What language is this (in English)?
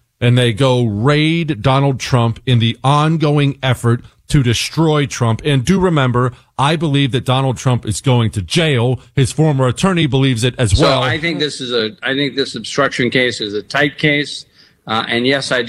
English